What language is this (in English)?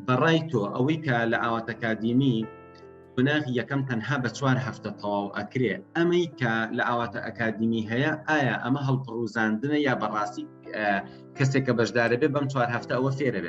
Central Kurdish